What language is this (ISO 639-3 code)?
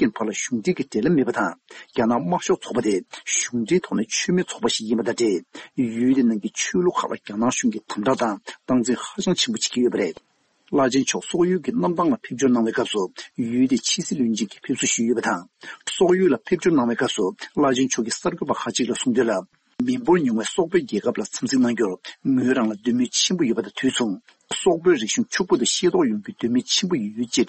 bod